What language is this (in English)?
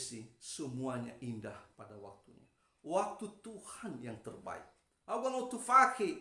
Nias